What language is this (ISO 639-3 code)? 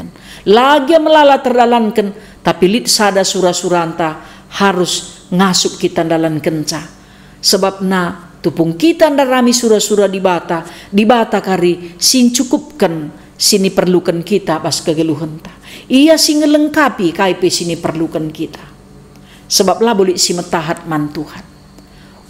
btx